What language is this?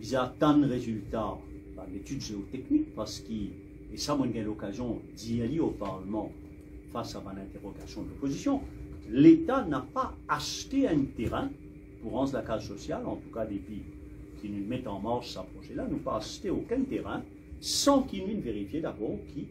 Morisyen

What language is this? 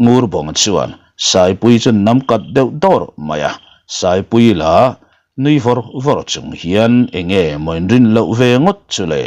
Mizo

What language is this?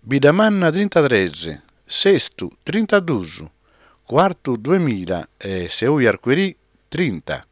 Sardinian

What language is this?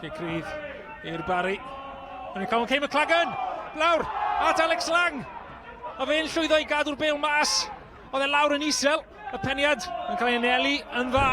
Welsh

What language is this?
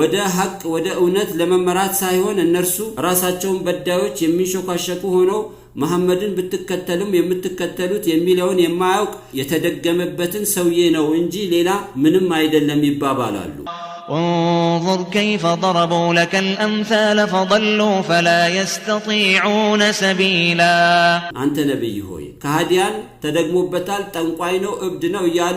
Amharic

